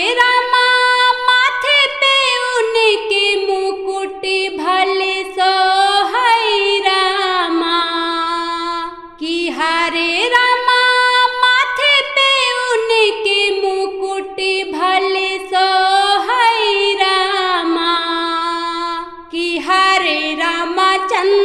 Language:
Bhojpuri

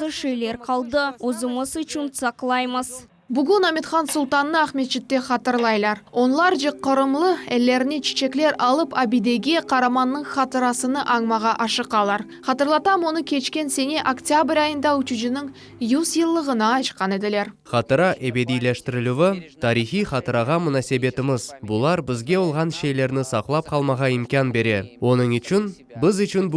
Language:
Crimean Tatar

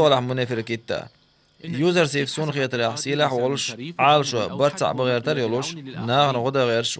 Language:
Chechen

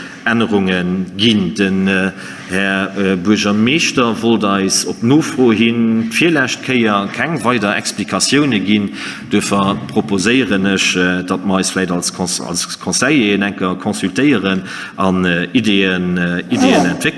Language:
Luxembourgish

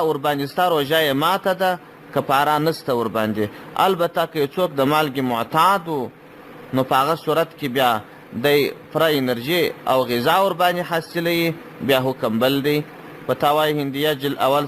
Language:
Pashto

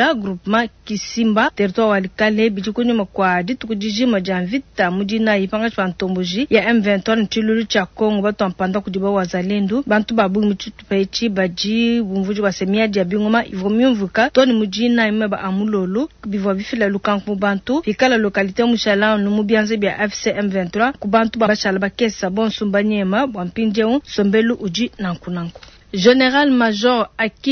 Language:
Luba-Lulua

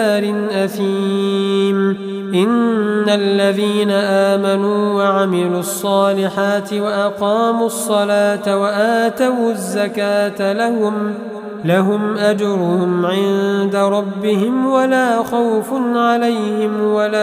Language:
Arabic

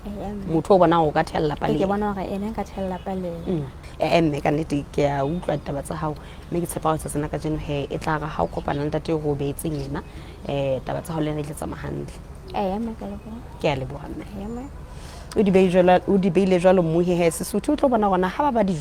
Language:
Southern Sotho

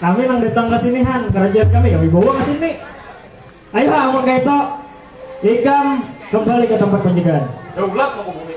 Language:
Banjar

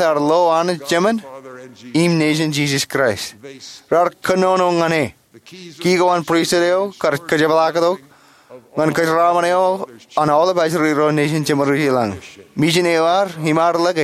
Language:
Marshallese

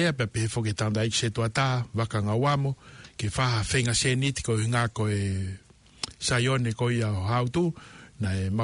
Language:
Tongan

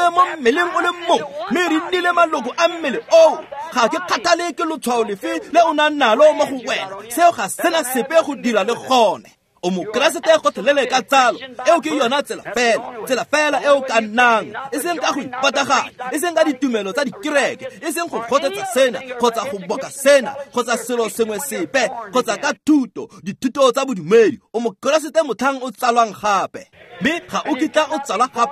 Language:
Tswana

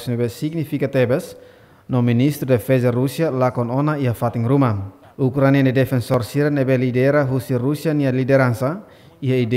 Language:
Tetum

